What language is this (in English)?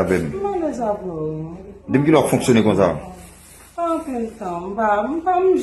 Haitian Creole